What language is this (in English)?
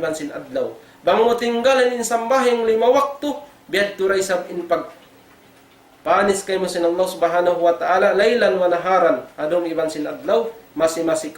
Tausug